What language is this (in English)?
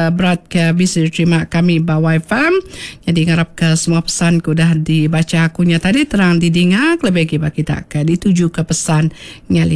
Iban